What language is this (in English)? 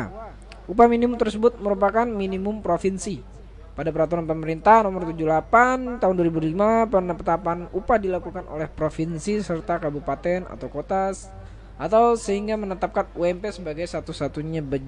Indonesian